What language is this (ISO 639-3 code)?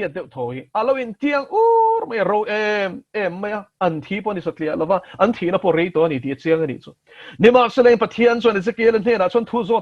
lus